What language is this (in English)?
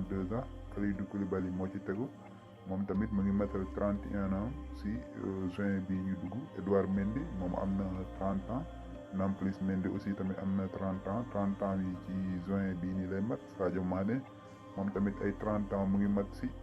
Wolof